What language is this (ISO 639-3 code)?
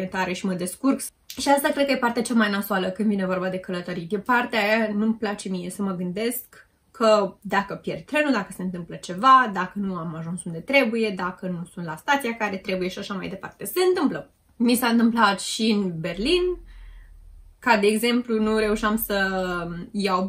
ron